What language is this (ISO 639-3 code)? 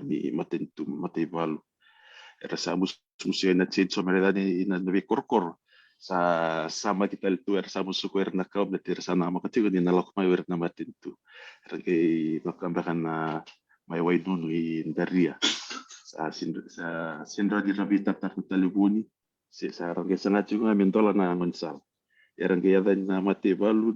fij